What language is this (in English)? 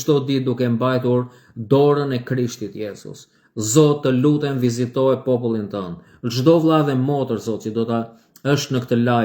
Albanian